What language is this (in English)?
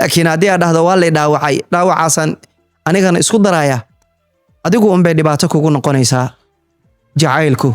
Somali